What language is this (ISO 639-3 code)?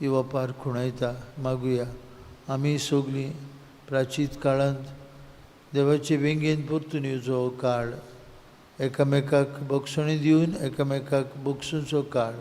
kok